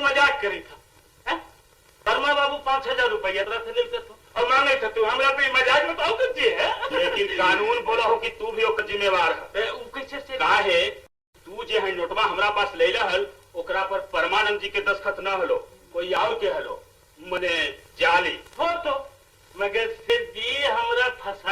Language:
Magahi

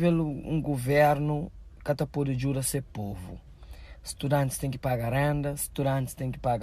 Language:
Kabuverdianu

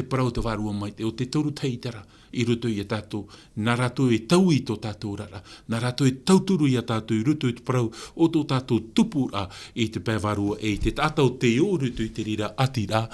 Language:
Tahitian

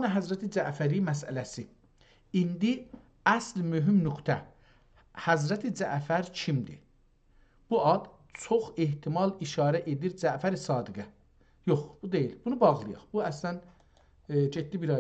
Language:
South Azerbaijani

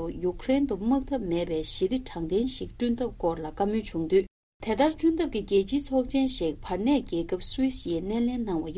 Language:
Tibetan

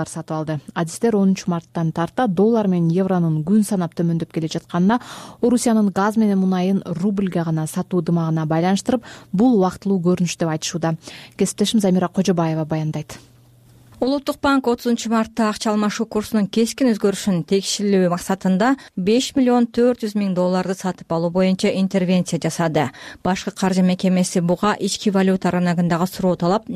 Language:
Kyrgyz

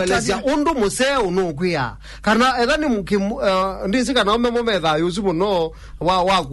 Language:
Kamba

